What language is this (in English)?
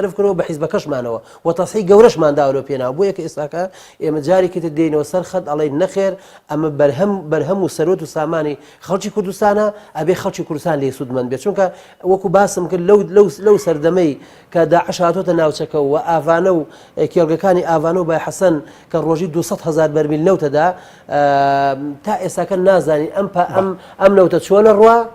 Central Kurdish